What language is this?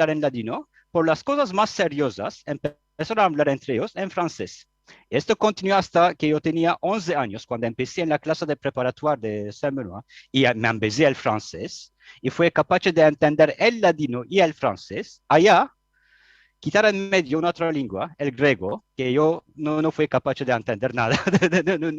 Ladino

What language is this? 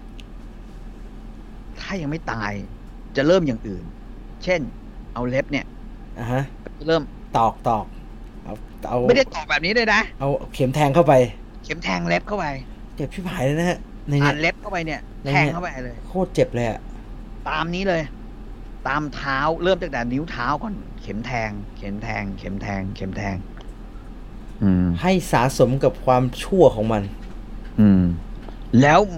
Thai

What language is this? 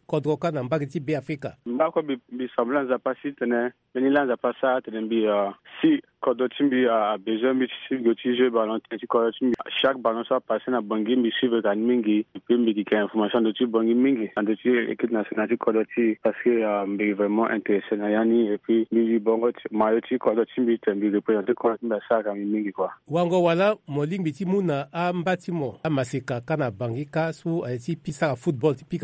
Sango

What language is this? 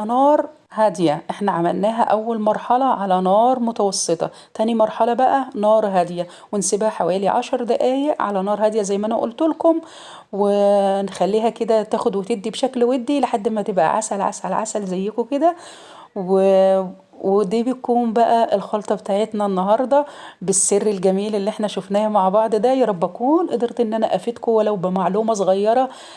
Egyptian Arabic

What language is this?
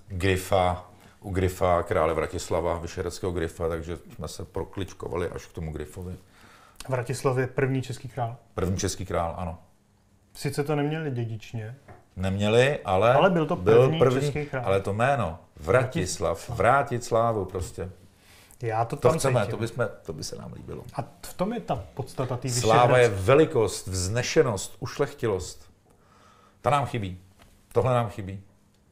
Czech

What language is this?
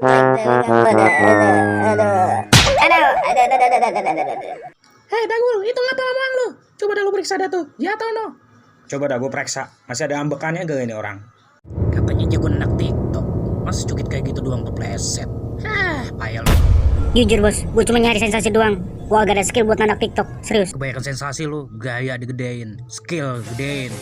Betawi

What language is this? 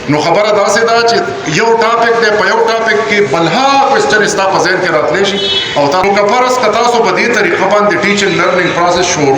Pashto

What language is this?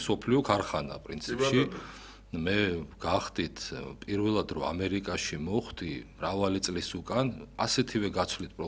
Georgian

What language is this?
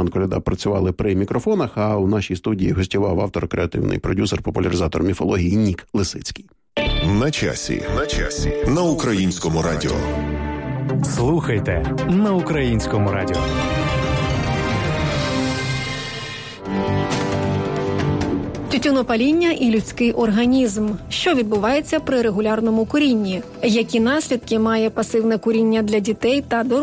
Ukrainian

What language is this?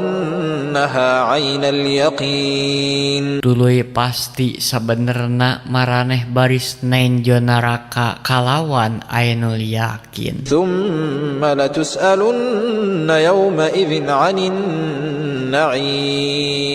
Sundanese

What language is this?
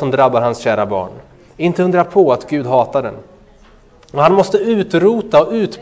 Swedish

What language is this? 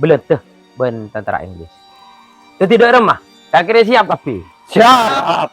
Madurese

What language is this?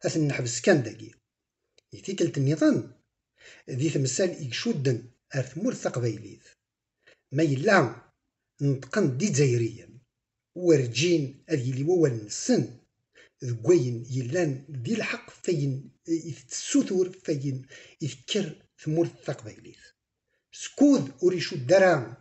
Kabyle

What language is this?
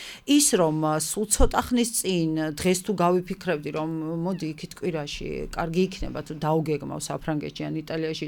Georgian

